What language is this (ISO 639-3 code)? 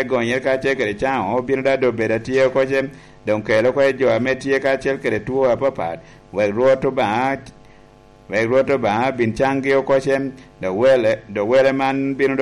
laj